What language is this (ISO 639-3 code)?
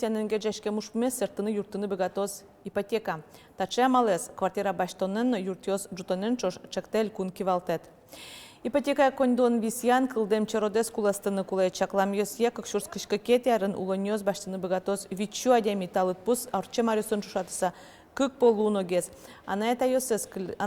udm